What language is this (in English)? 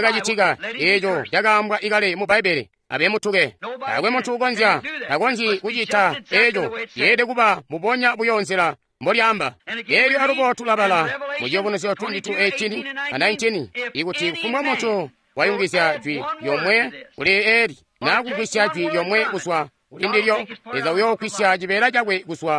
Tonga (Zambia)